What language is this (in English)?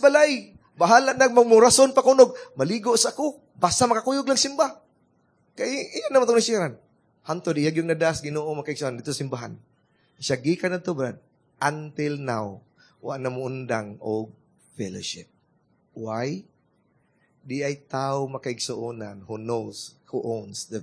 Cebuano